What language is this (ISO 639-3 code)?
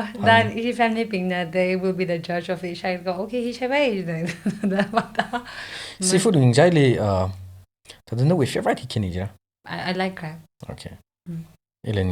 nmf